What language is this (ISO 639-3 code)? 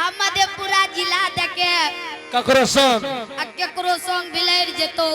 anp